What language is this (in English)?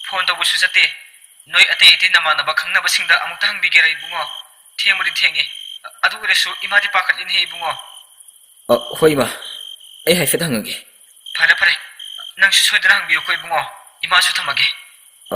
Manipuri